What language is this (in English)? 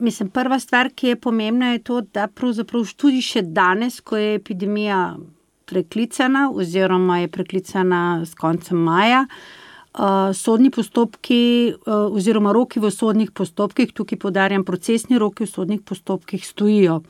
Slovenian